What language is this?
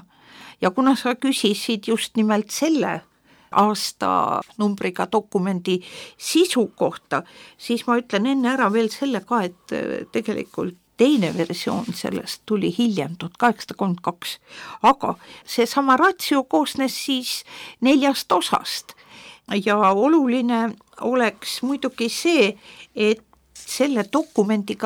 Estonian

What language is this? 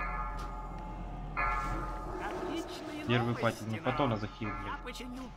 Russian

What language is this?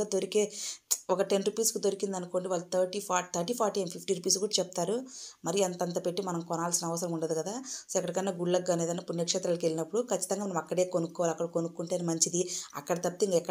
Telugu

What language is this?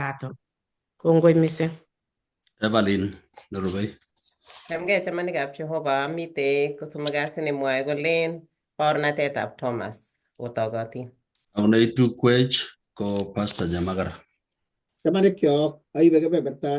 Kalenjin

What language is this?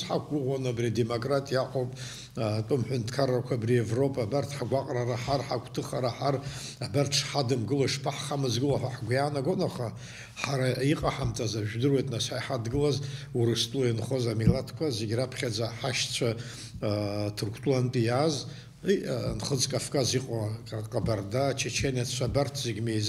Abkhazian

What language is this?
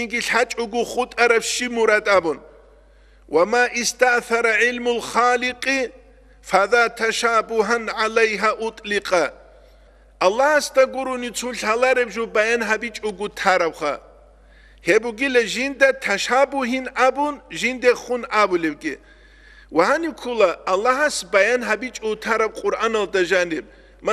Avaric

